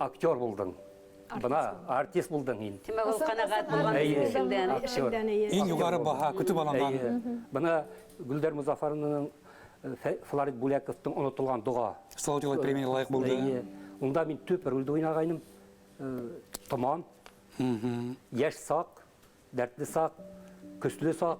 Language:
Bashkir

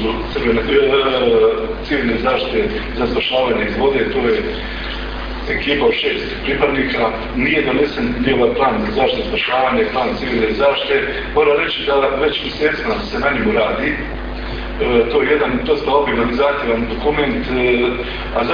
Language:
Croatian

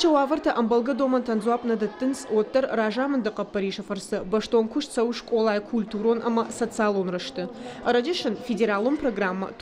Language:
Ossetic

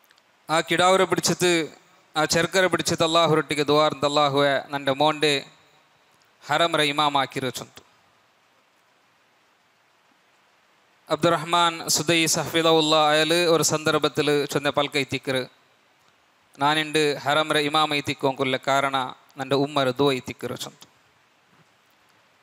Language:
Malayalam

